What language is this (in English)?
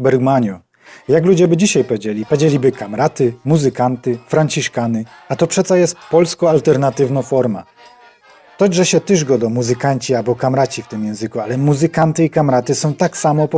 Silesian